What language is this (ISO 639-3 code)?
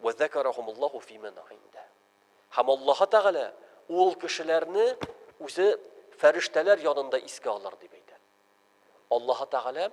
tat